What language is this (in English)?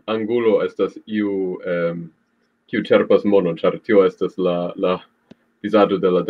Esperanto